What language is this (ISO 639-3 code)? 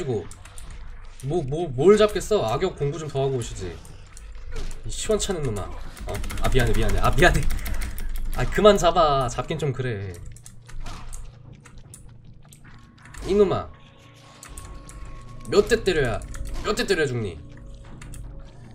kor